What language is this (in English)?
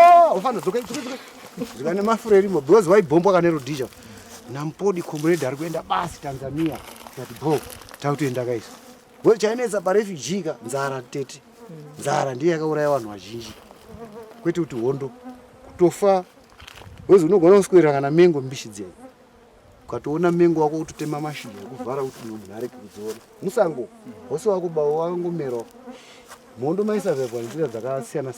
Shona